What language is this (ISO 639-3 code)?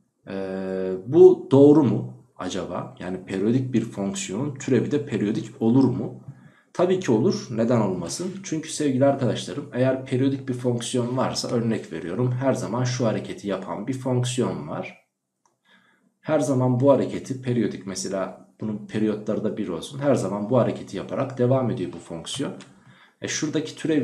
tur